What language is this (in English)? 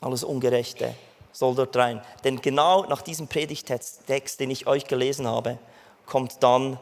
Swiss German